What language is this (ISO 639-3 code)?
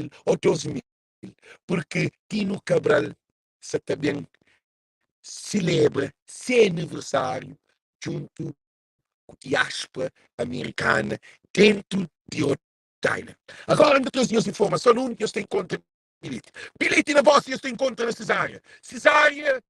kea